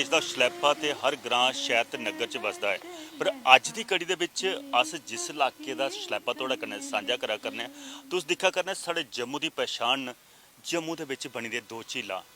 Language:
Dogri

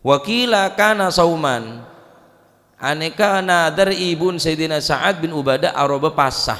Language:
Madurese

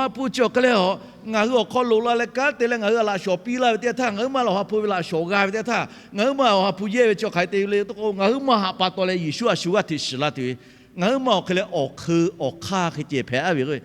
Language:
Lahu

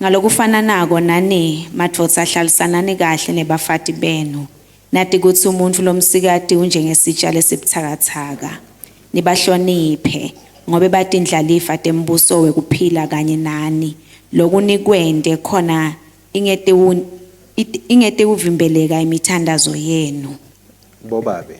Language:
Swati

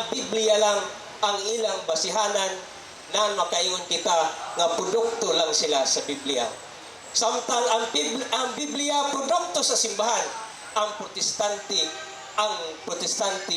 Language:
Cebuano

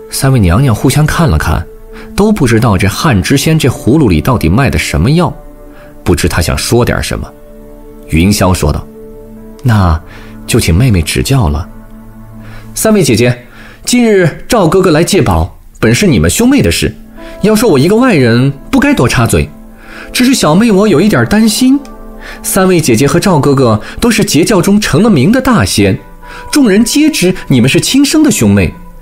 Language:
Chinese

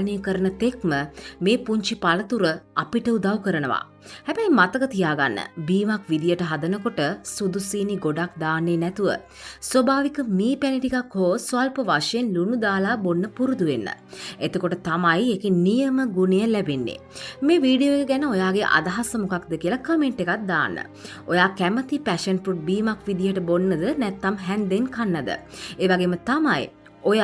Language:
Sinhala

